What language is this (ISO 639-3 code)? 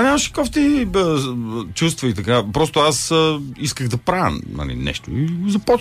bul